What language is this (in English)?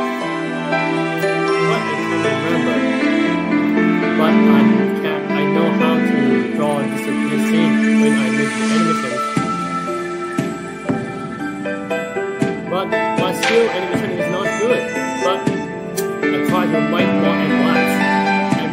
English